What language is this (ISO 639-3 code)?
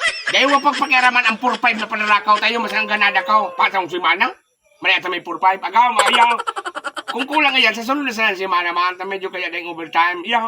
bik